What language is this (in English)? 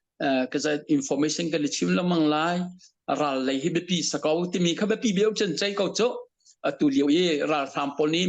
Hakha Chin